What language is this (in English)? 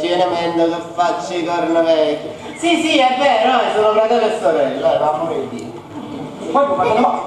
Neapolitan